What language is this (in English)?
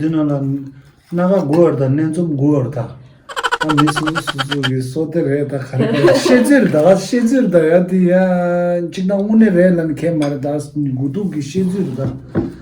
Tibetan